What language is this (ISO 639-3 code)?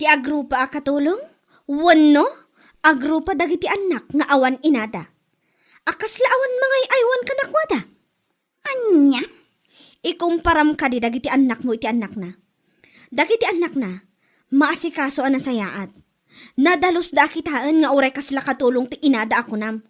ilo